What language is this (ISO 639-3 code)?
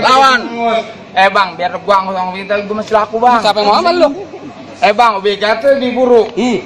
bew